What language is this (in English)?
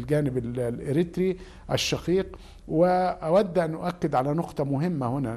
Arabic